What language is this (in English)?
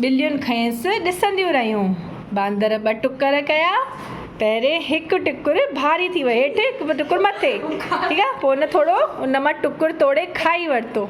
Sindhi